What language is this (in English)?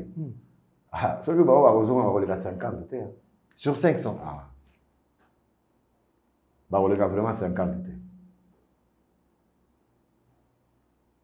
French